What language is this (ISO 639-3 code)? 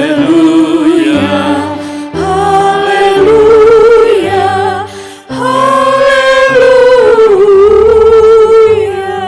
sda